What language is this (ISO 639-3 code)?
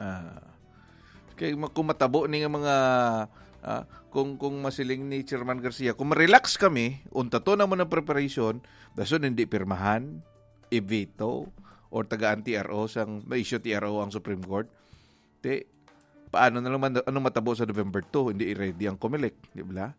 hil